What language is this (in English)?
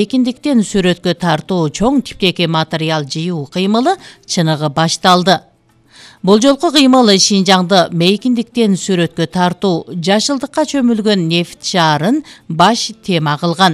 Kyrgyz